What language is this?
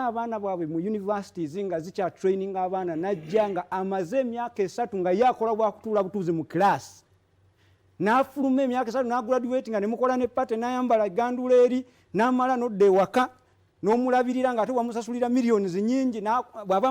Ganda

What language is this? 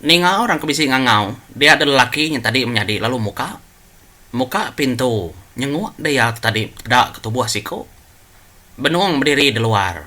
Iban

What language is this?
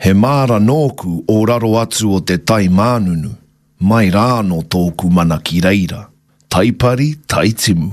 Māori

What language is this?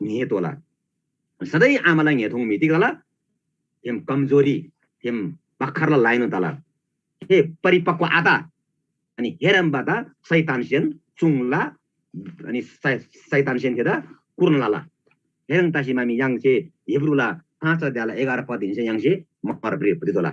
Eastern Tamang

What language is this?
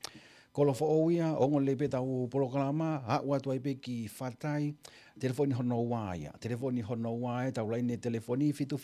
Tongan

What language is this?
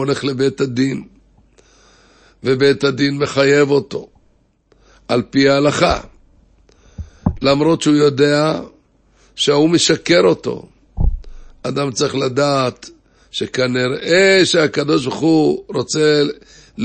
Hebrew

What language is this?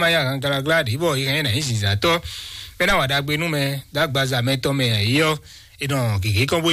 Fon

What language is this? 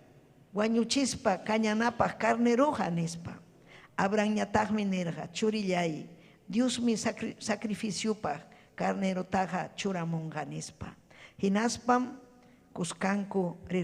Ayacucho Quechua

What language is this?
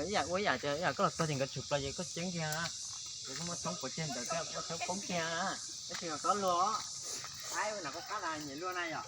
Hmong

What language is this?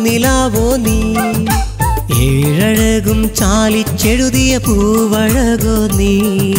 Malayalam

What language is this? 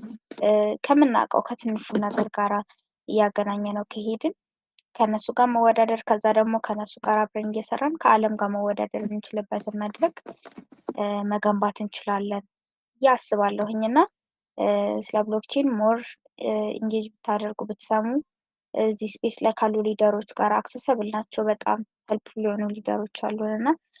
Amharic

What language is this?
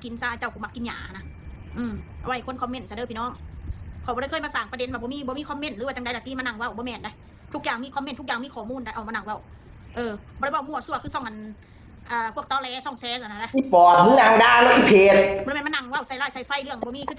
Northeastern Thai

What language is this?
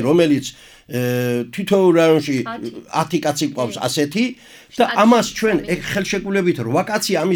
Georgian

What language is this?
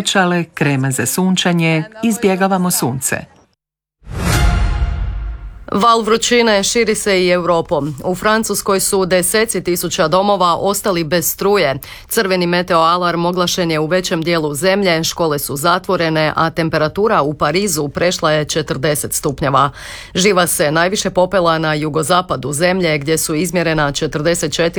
Croatian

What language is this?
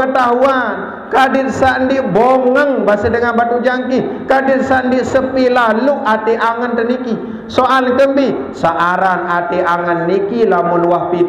Sasak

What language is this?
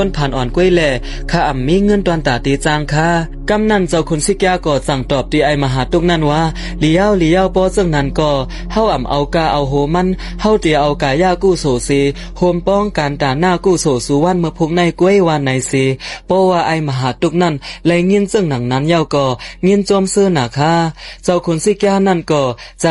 Shan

